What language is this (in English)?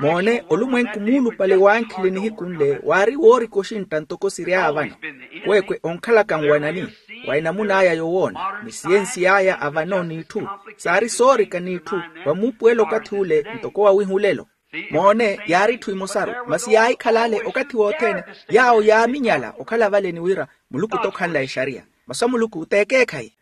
Makhuwa